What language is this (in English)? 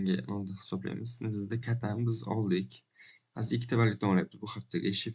Uzbek